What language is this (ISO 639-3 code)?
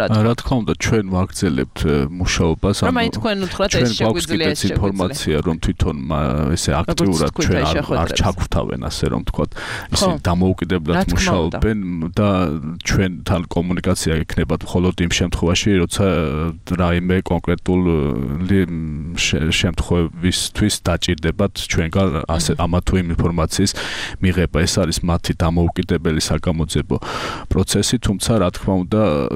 kat